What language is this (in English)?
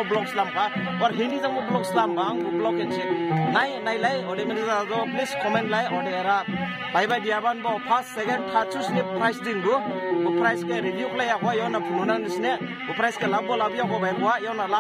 Dimasa